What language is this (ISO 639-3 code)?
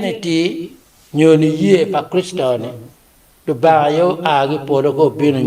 ach